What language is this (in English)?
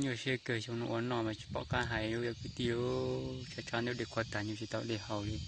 Hmong